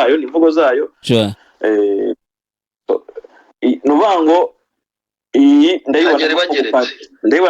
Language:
Kinyarwanda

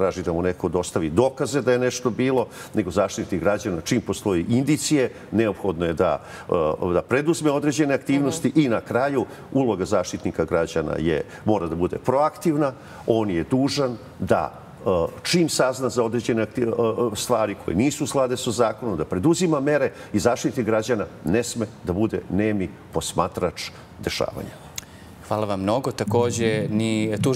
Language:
Serbian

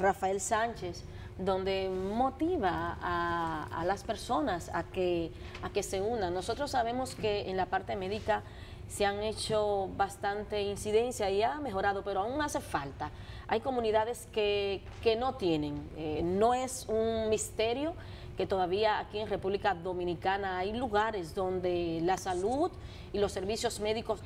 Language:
Spanish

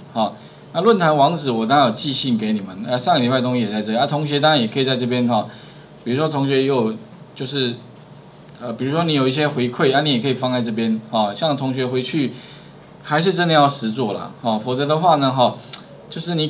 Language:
Chinese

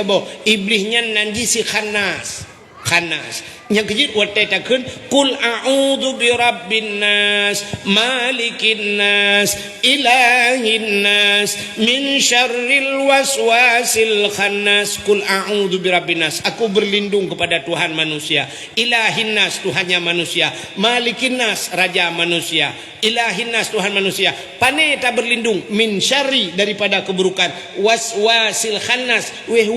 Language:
Achinese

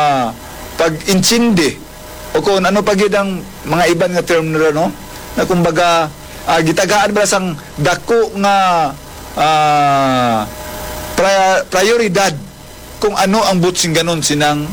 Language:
Hiligaynon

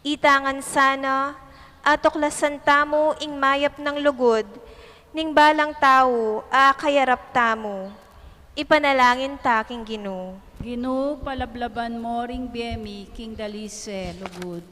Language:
Pampanga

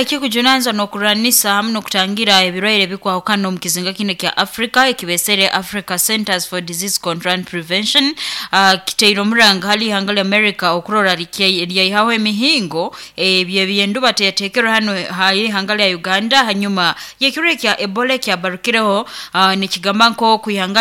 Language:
Nyoro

